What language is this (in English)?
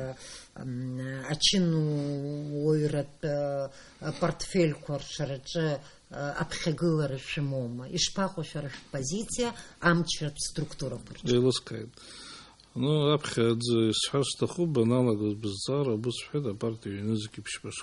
Abkhazian